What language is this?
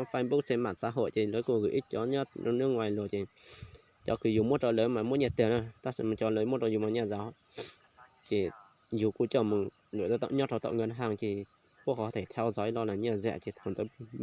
Hmong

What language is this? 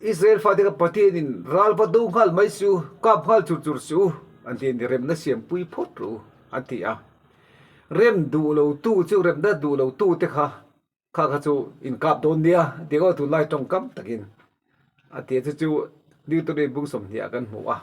Mizo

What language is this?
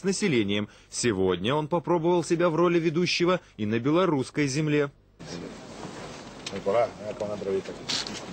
Russian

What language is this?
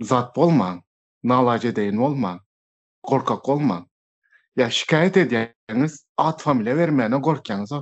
Turkmen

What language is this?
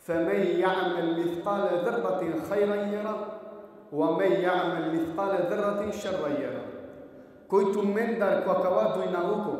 Balkan Romani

